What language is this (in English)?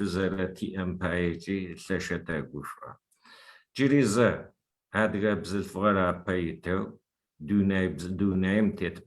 Adyghe